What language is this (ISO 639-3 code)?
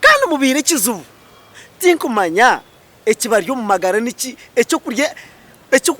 nyn